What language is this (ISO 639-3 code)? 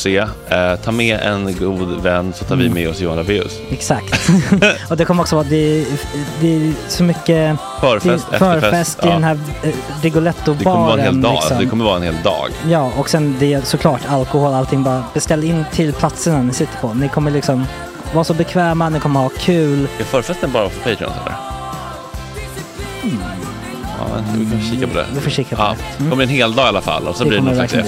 swe